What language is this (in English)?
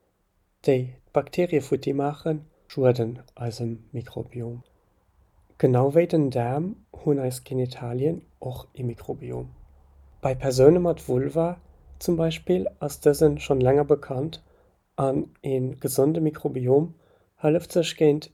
Luxembourgish